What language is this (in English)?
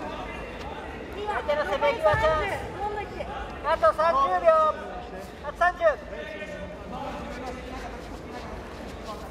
Japanese